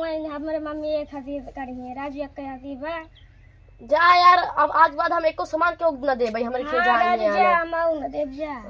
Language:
Awadhi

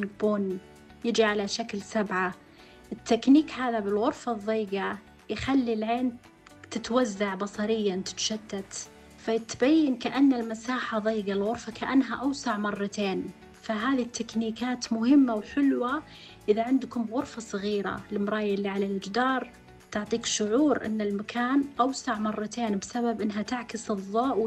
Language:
Najdi Arabic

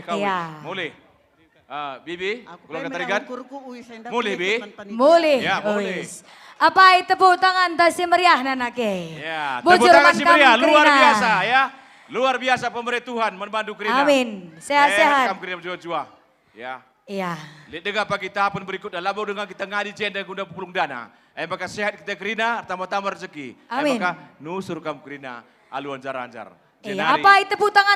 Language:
Batak Karo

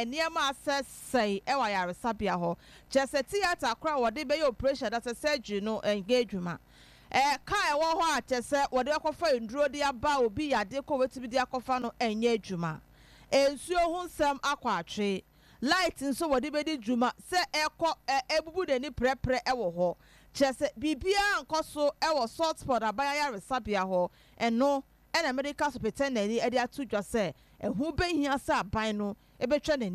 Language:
Akan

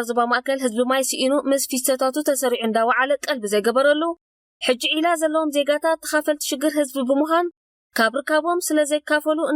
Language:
Tigrinya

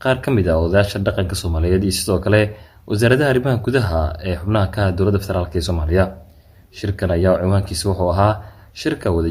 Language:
Somali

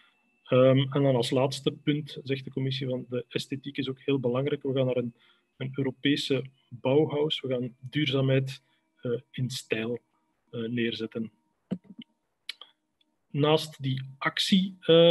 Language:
Dutch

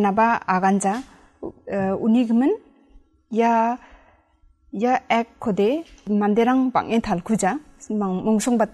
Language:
Garo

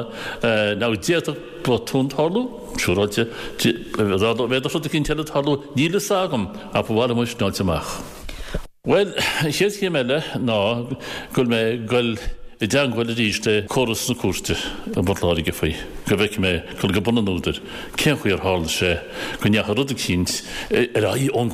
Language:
Irish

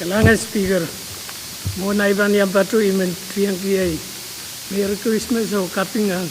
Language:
Pohnpeian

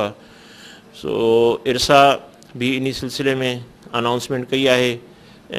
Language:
Sindhi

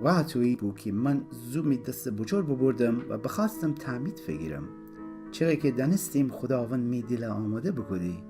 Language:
Gilaki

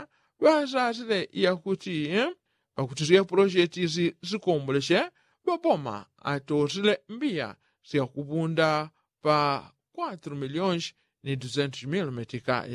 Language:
Yao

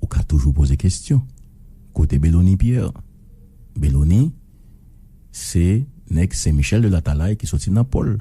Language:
Haitian Creole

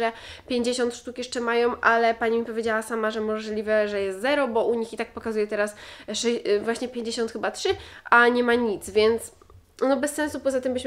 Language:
Polish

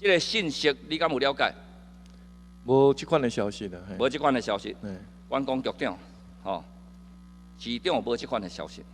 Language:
Min Nan Chinese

